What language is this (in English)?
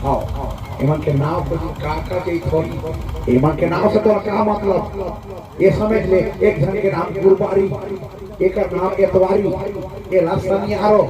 Chhattisgarhi